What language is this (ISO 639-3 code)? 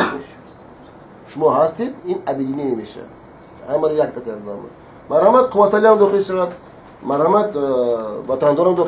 tgk